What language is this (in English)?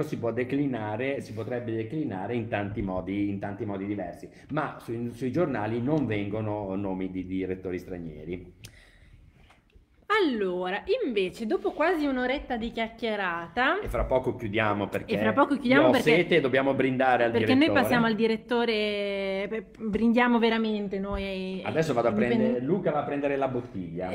Italian